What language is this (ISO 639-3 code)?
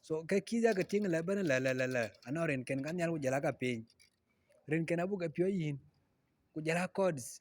din